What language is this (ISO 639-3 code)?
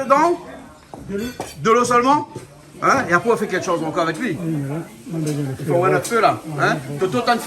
rcf